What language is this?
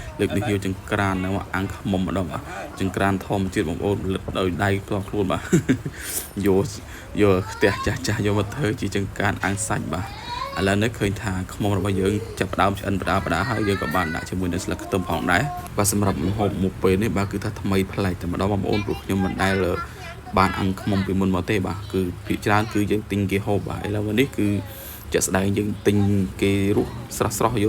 Khmer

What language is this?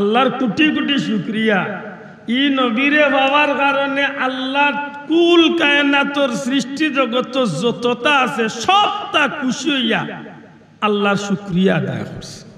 Sylheti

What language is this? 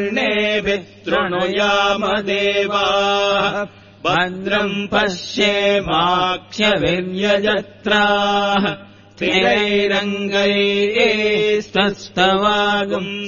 Sanskrit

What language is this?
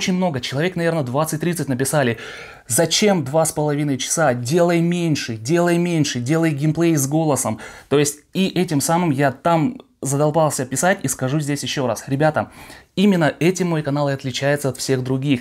Russian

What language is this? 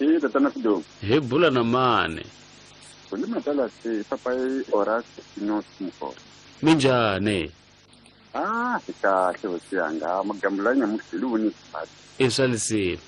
Tsonga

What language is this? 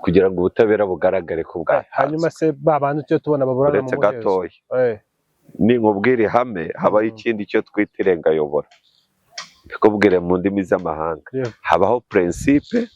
Kinyarwanda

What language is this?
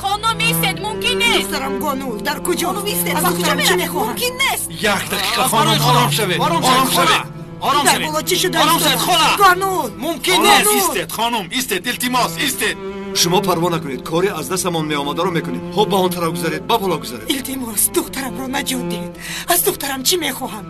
Tajik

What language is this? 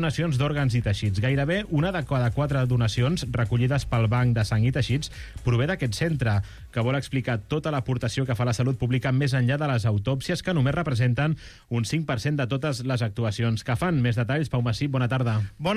Catalan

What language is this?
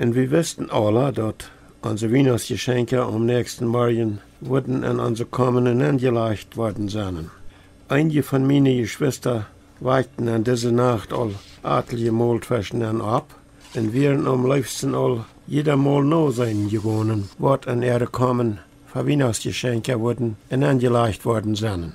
Plautdietsch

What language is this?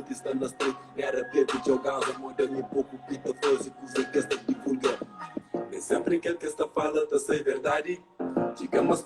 Kabuverdianu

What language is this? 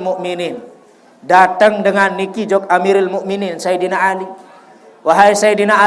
Sasak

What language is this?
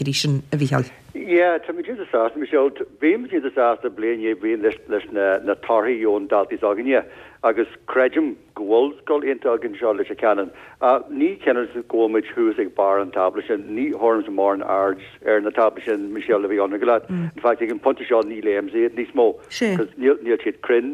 Irish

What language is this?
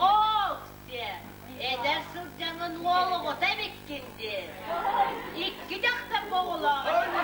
Yakut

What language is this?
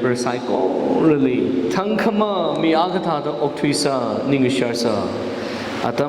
Tangkhul Naga (India)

